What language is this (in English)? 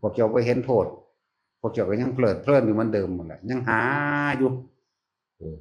Northeastern Thai